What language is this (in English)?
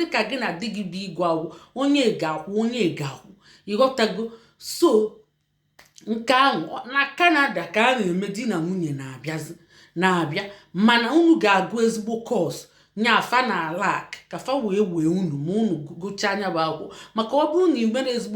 Igbo